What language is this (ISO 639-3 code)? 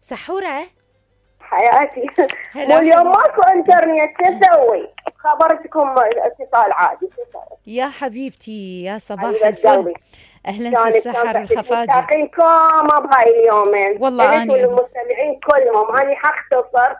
acm